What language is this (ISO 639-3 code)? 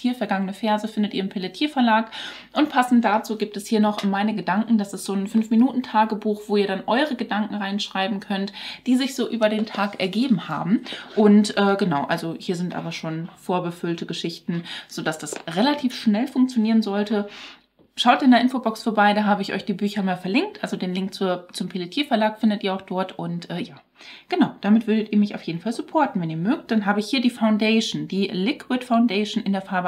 deu